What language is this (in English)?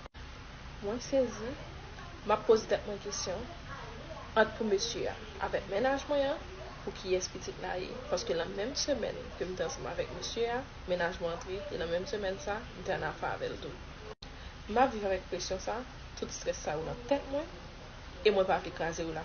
Haitian Creole